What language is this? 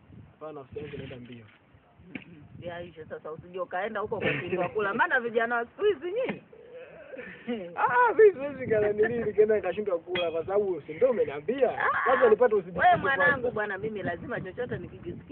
Swahili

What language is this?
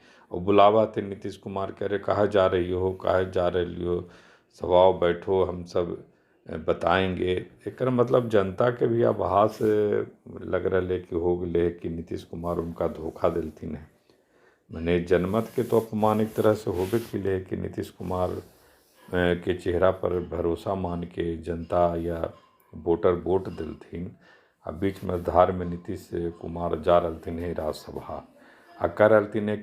Magahi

